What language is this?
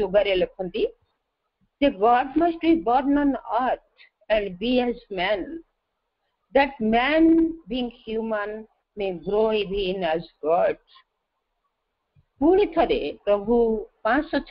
Odia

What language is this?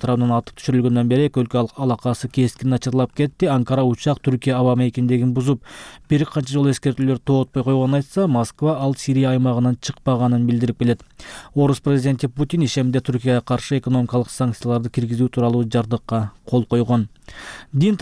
Kyrgyz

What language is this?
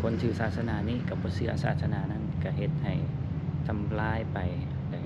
Lao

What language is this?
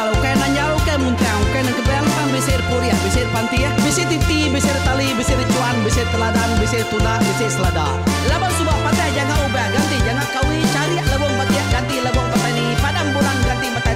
Iban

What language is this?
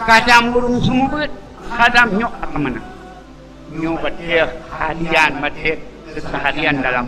Achinese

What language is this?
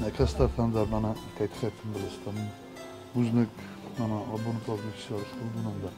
Ossetic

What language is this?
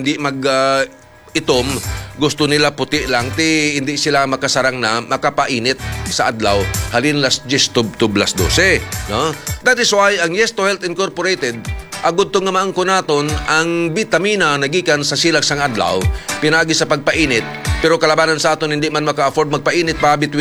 Hiligaynon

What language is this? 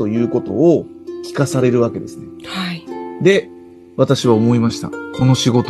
Japanese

